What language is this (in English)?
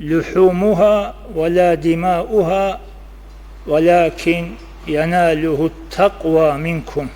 Avaric